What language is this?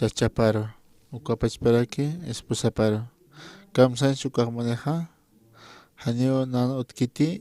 Aymara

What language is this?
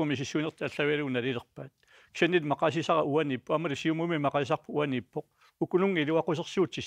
Kalaallisut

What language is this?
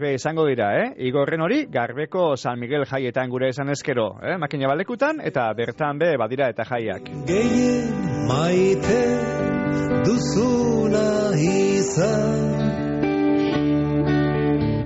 Basque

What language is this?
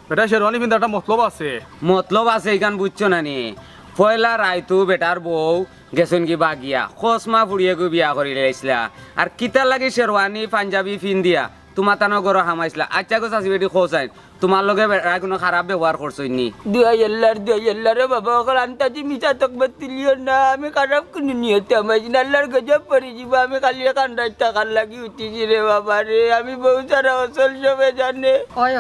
Sylheti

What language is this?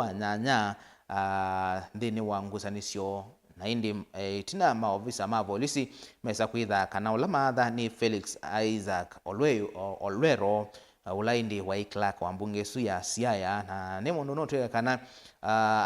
Kamba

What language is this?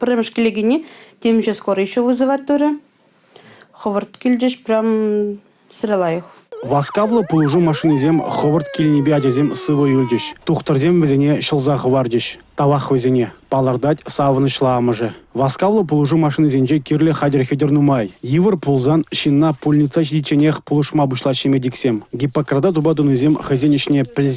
Chuvash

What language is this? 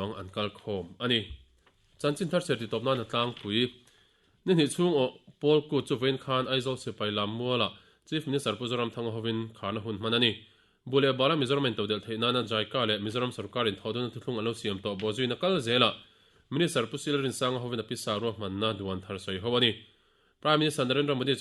Mizo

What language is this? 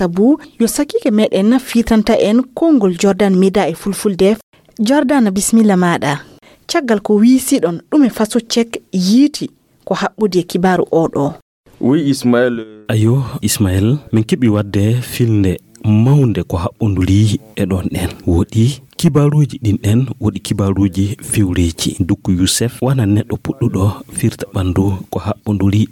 Fula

